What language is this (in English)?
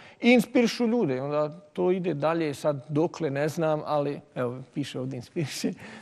Bosnian